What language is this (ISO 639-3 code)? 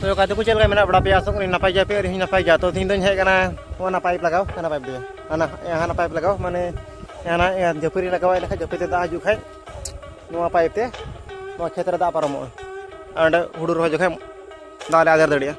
sat